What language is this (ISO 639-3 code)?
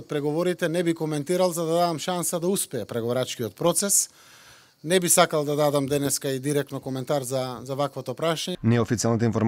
mkd